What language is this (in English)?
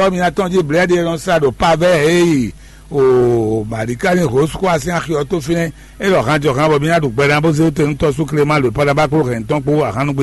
Fon